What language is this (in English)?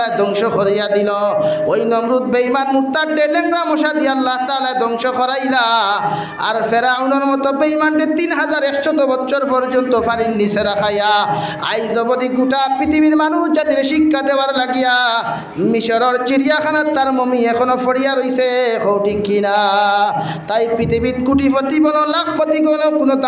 Sylheti